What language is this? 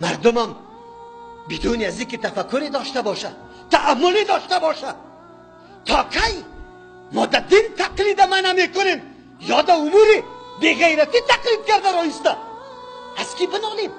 Persian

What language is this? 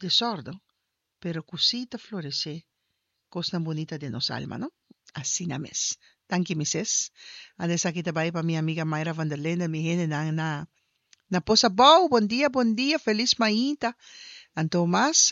Papiamento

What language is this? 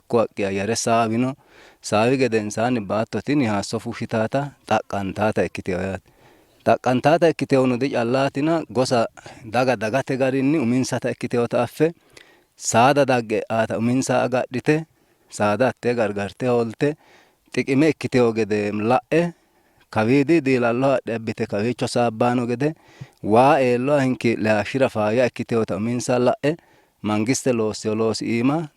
Sidamo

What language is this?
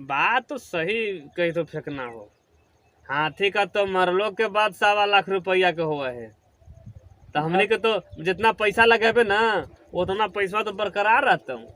Magahi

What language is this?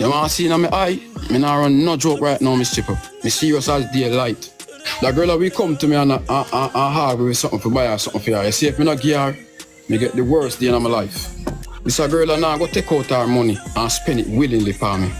Jamaican Creole English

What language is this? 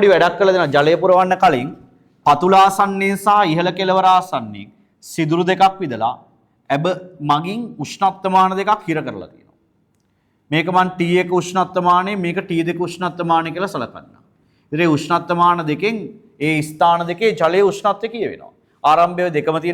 Sinhala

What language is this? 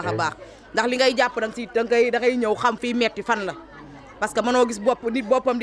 Wolof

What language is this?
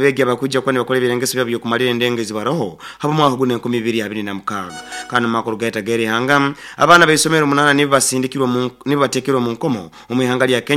Nyoro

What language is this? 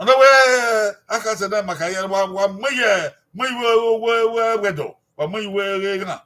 Bini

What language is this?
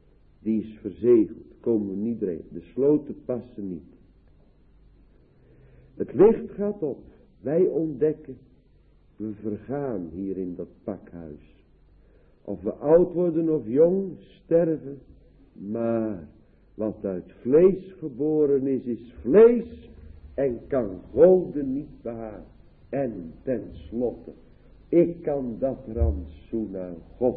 Dutch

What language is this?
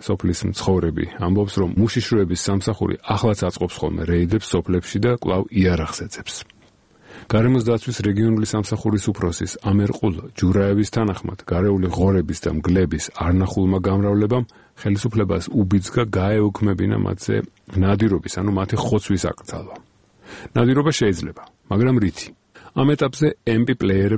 Georgian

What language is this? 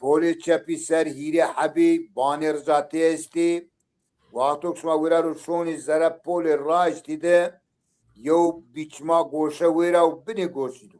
Zaza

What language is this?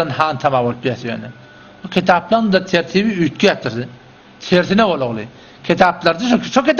Turkmen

